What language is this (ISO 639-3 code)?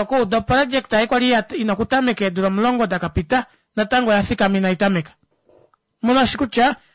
kua